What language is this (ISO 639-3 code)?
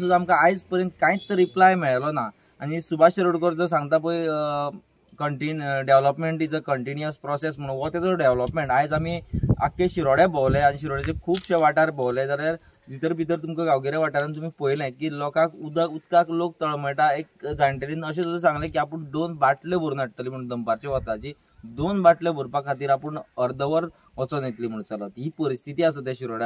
kok